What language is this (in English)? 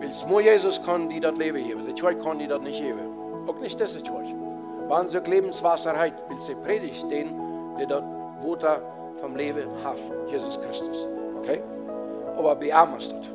Plautdietsch